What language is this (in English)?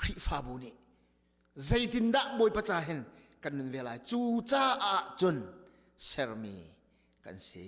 Hakha Chin